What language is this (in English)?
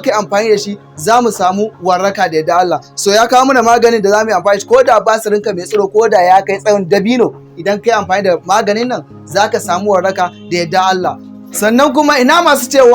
Hausa